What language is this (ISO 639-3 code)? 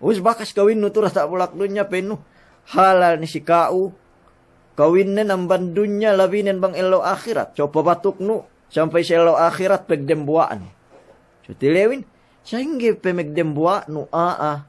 yka